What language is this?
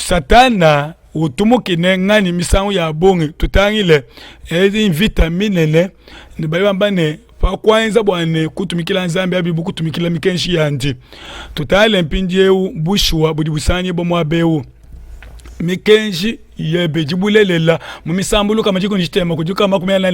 Luba-Lulua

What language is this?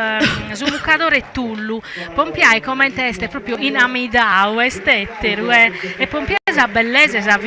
Sardinian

